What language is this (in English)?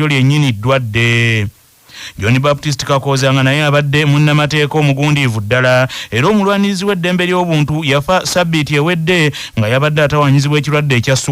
Ganda